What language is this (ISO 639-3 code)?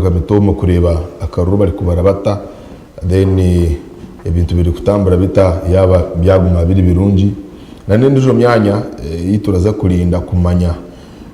nyn